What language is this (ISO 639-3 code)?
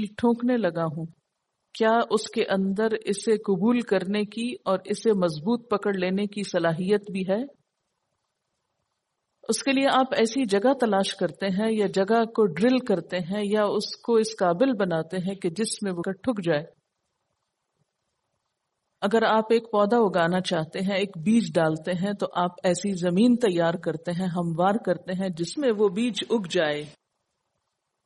urd